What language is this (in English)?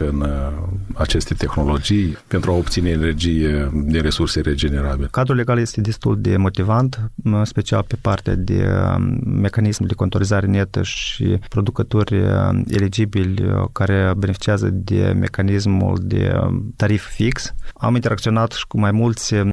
Romanian